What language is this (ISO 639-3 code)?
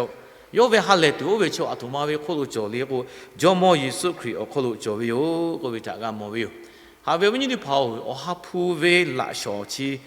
lhu